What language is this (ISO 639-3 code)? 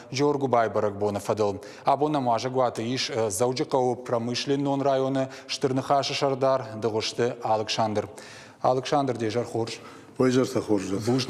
oss